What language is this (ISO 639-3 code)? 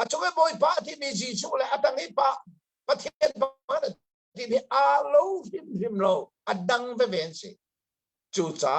cnh